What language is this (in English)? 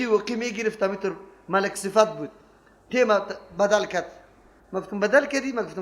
Persian